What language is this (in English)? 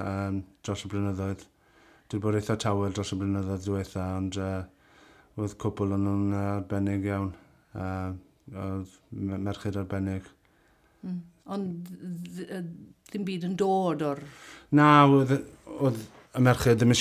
Welsh